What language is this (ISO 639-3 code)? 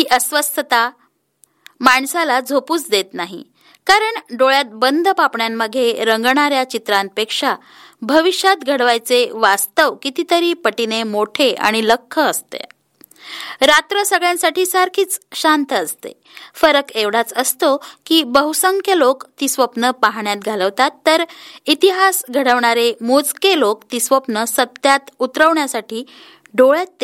mar